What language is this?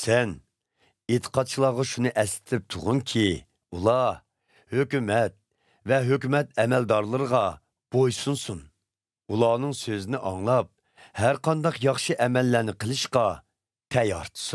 Uyghur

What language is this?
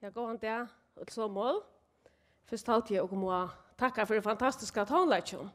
Faroese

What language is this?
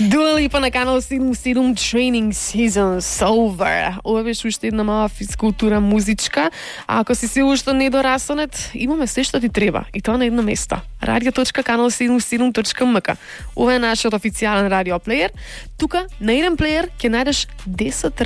Macedonian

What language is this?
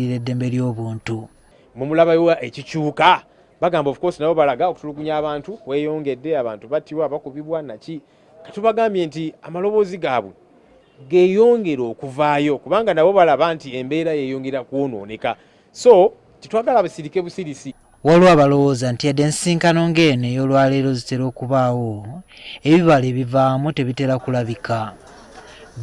Ganda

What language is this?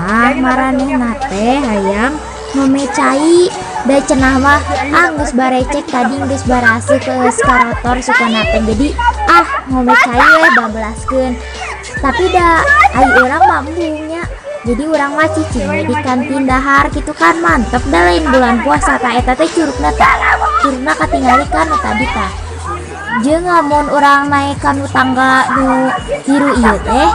Sundanese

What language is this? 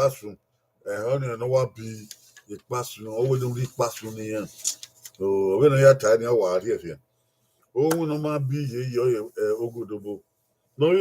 Bini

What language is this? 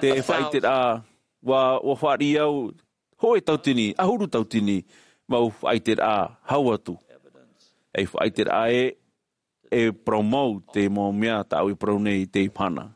Tahitian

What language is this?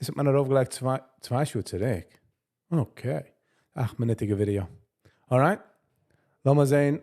Yiddish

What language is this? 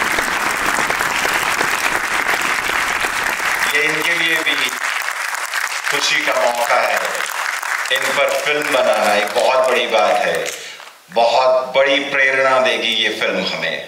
Hindi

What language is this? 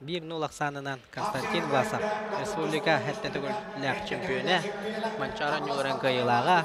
Yakut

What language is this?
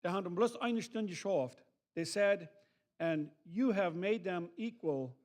Plautdietsch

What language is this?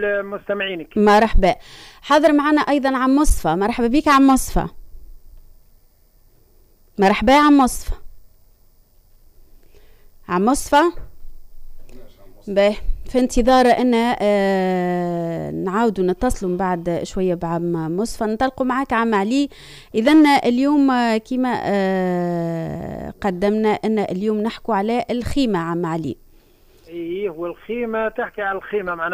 Tunisian Arabic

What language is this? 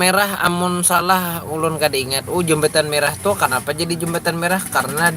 Banjar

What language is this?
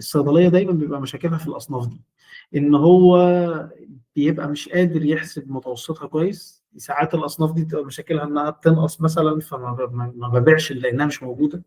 Egyptian Arabic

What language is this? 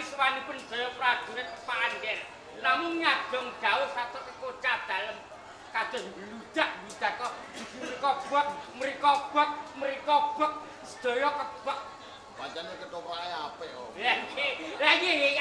Javanese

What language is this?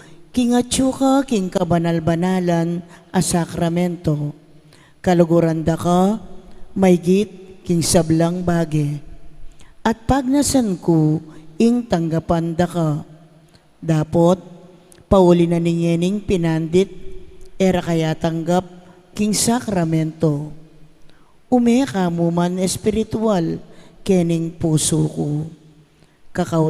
Pampanga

